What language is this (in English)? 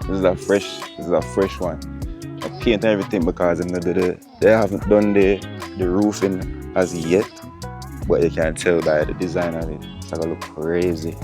Jamaican Creole English